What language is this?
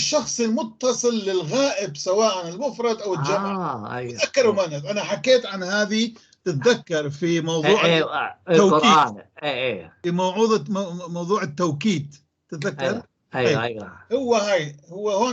North Levantine Arabic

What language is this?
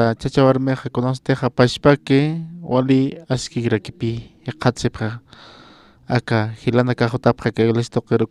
Aymara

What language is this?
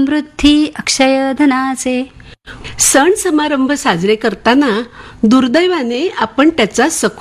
Marathi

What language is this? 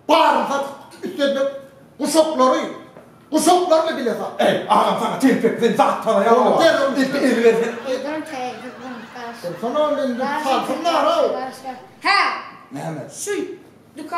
Turkmen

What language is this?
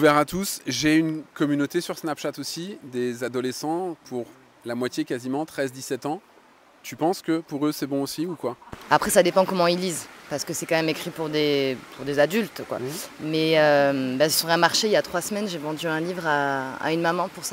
French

